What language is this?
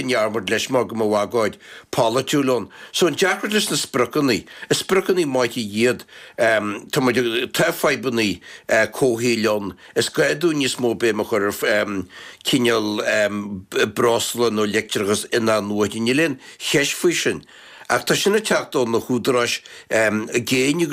Irish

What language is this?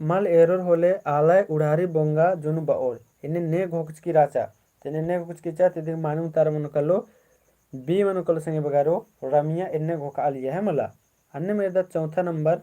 Kurukh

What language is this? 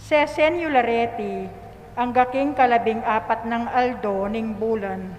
Pampanga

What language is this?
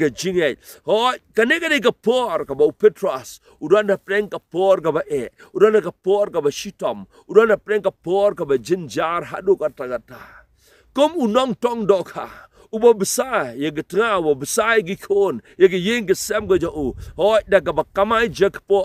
Khasi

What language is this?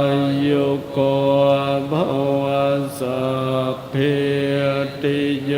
Pali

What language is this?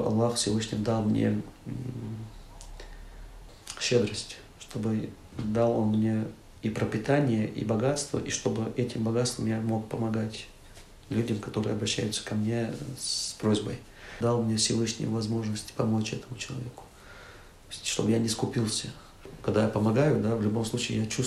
Russian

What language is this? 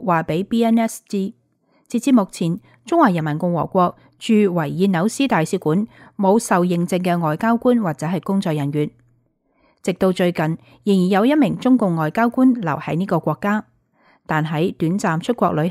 Cantonese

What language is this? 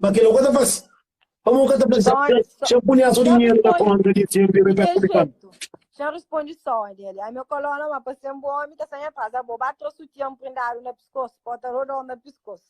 Kabuverdianu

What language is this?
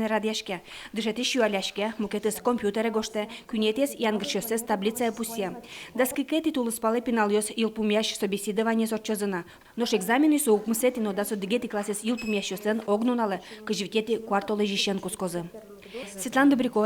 Udmurt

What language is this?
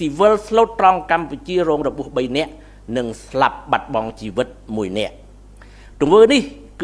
Khmer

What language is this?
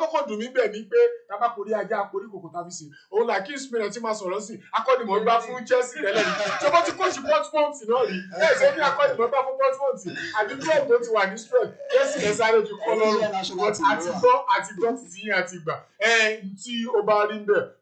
Yoruba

